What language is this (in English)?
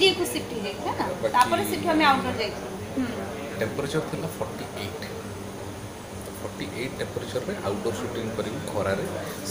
Odia